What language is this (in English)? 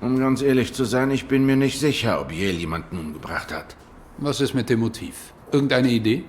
Swiss German